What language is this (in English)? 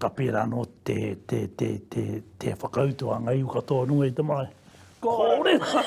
Māori